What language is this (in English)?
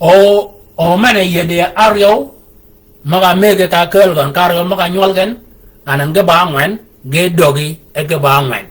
Shilluk